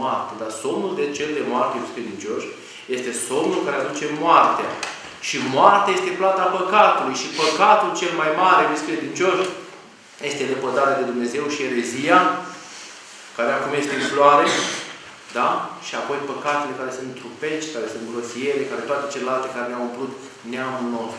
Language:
Romanian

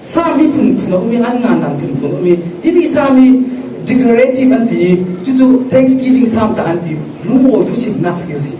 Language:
Falam Chin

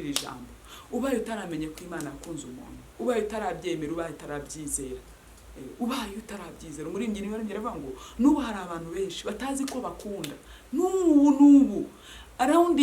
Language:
Kinyarwanda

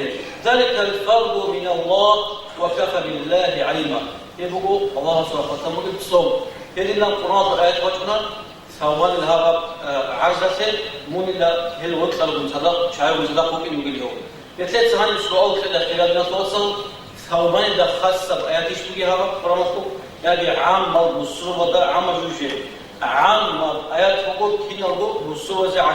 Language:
Avaric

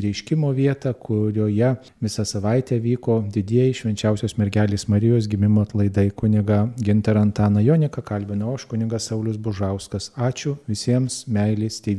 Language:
Lithuanian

